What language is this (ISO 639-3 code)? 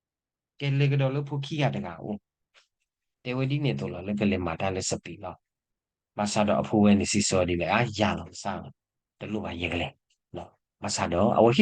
ksw